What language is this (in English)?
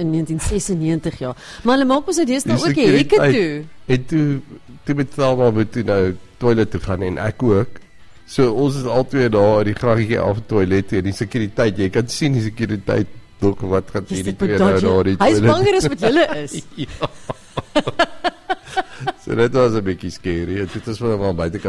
Afrikaans